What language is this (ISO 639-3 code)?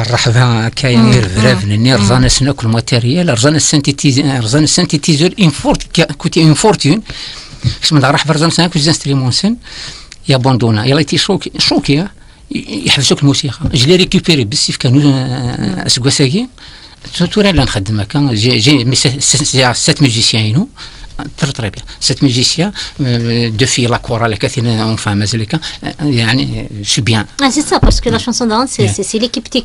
kab